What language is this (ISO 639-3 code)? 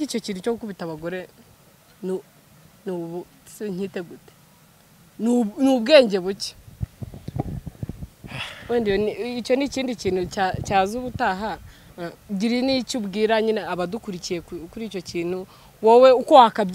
kin